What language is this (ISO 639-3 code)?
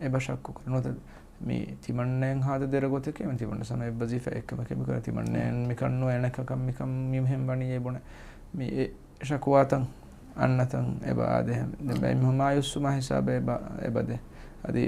div